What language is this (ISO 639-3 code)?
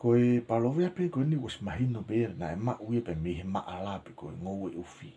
ton